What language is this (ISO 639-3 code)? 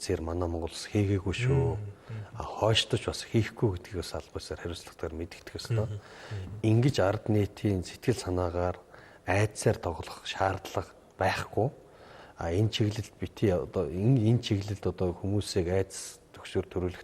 mon